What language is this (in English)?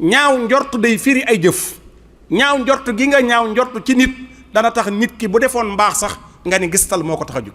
Wolof